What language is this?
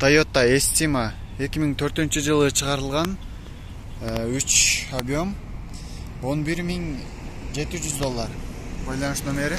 Kyrgyz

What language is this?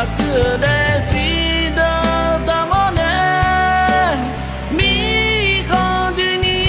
Akha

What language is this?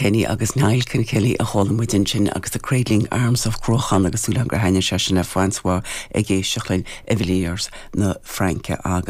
Irish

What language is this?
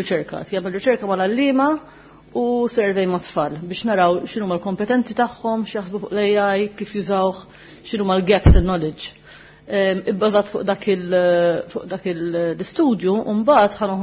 Maltese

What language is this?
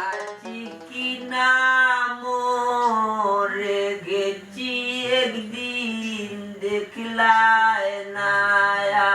Sylheti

